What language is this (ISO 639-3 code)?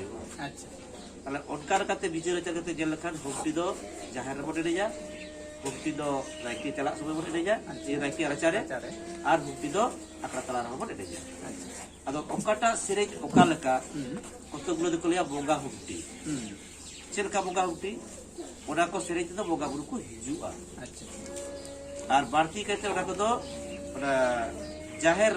sat